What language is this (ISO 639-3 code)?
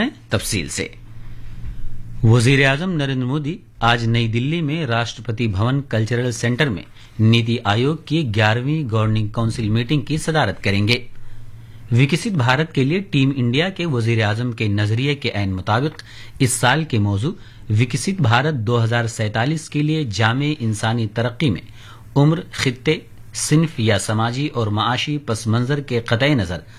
urd